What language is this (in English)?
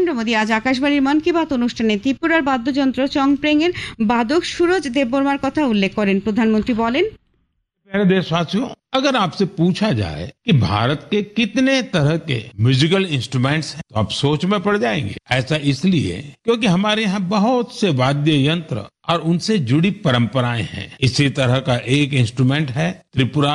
Bangla